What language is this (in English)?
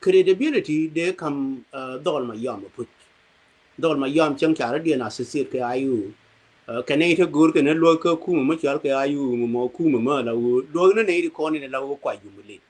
Nuer